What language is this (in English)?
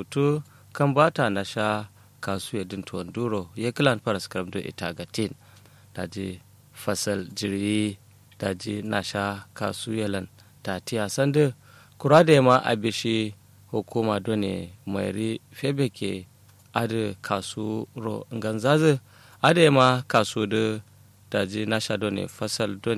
Kanuri